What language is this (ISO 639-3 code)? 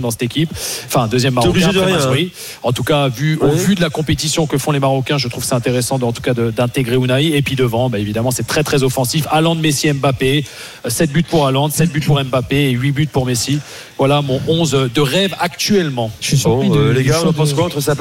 fra